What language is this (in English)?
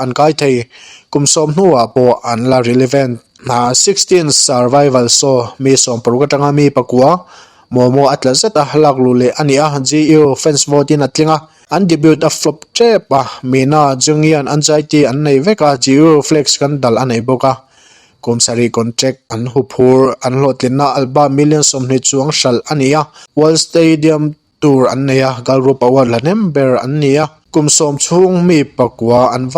Mizo